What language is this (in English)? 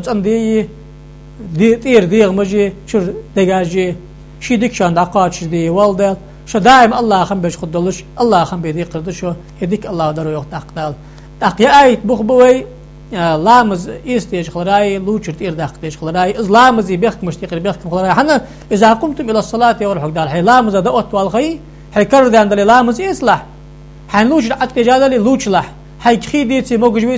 Ingush